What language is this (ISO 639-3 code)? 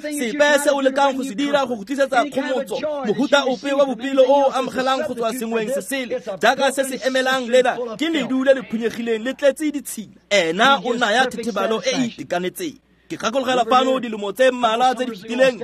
tsn